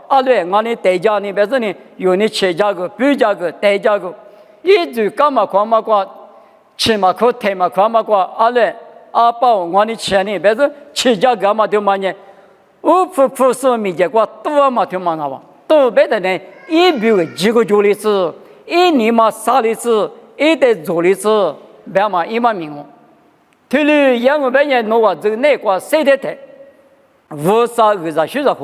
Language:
Lisu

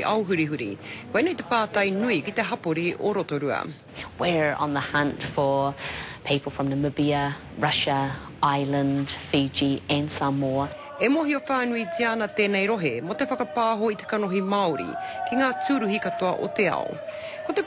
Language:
Māori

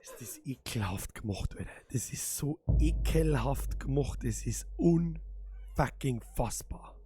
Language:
Bavarian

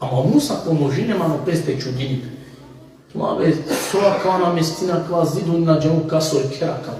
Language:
Balkan Romani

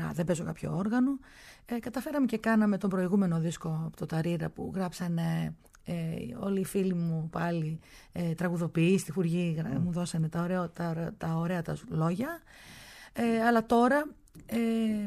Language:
Greek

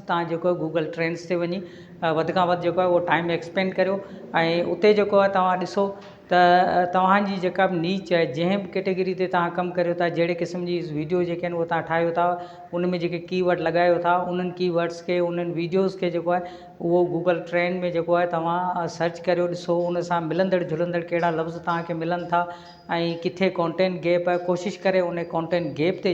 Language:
Sindhi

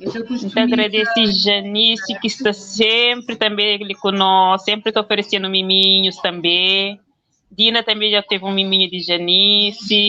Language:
Kabuverdianu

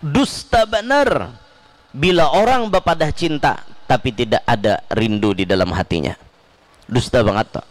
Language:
Banjar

